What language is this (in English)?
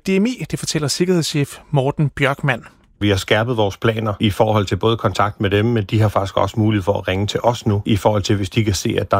Danish